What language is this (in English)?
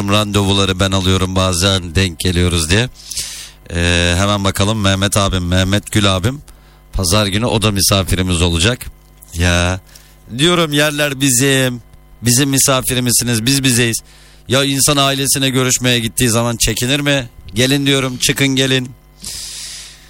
Turkish